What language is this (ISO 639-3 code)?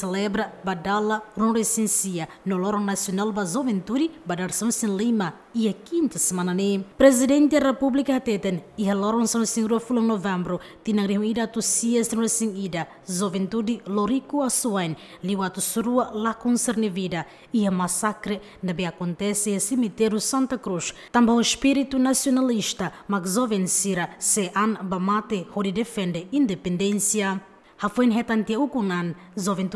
tet